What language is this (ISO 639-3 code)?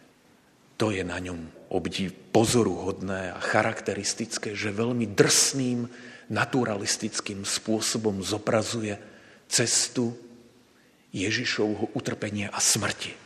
slk